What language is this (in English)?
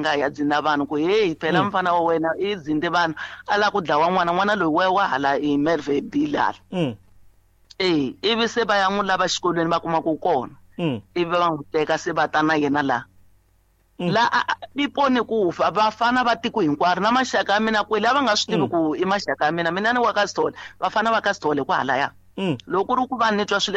Tsonga